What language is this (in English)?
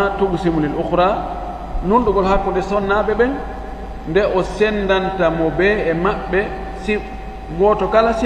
Fula